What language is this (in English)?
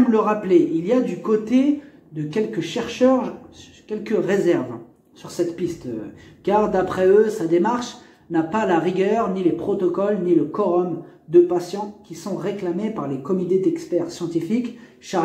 French